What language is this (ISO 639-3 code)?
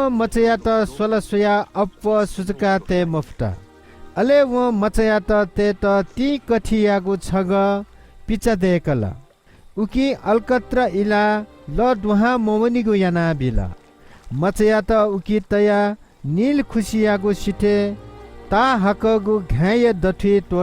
new